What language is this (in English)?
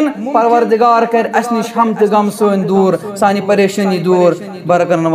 Kashmiri